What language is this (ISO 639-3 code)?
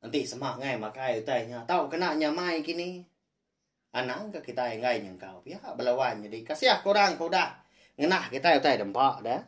iba